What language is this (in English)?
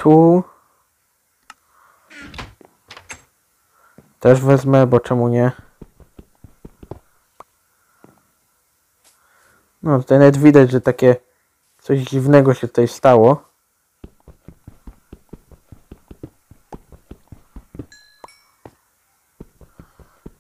Polish